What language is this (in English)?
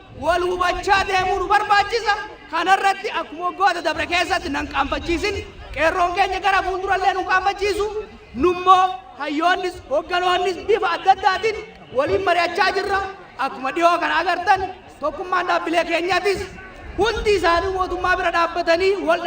Oromo